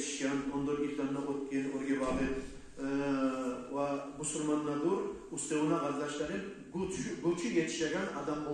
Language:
Kumyk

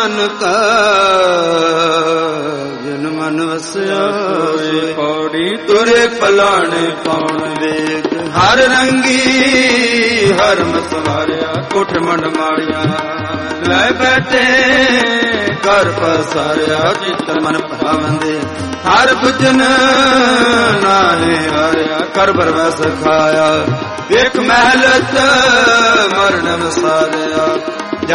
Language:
Punjabi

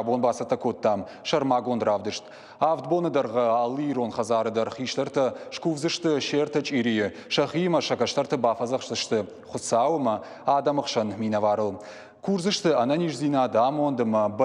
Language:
Ossetic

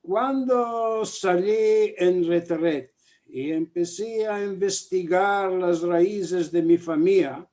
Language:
Ladino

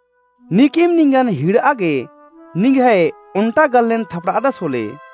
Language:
Kurukh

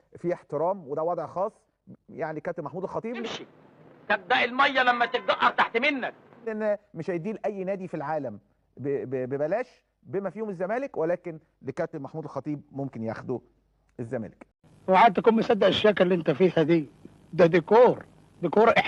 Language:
Egyptian Arabic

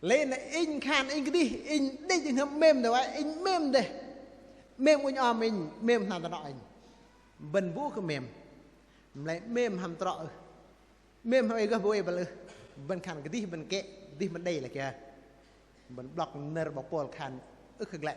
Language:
Bahnar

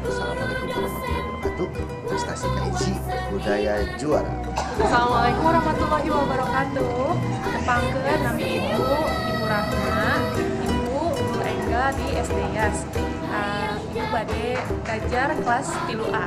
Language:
Sundanese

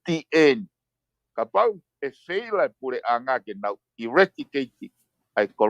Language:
Tongan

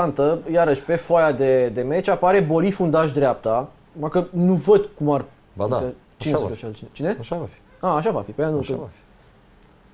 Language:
Romanian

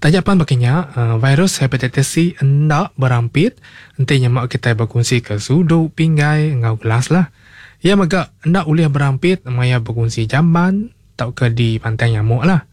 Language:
Iban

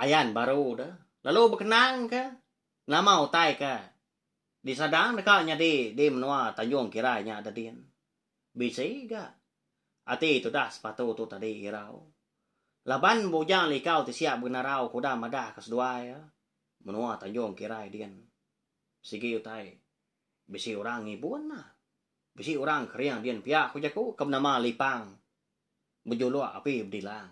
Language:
Iban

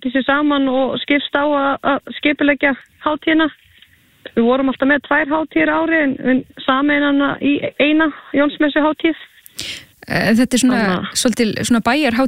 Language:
Icelandic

